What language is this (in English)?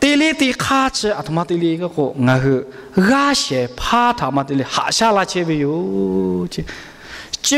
Lahu